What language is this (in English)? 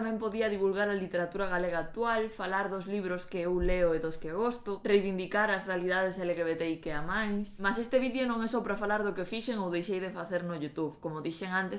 Galician